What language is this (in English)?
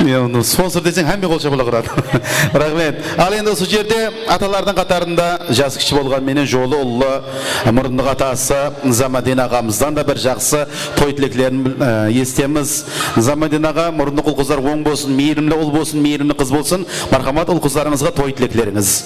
Kara-Kalpak